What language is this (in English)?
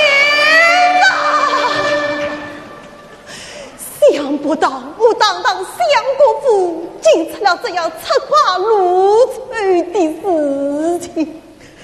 Chinese